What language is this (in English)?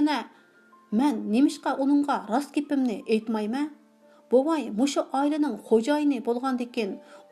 Uyghur